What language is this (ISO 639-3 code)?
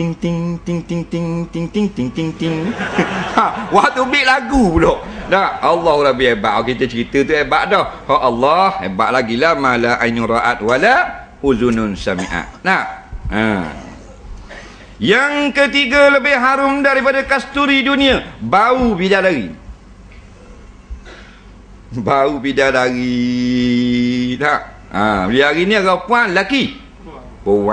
msa